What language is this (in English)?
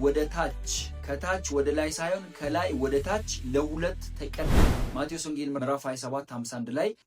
Amharic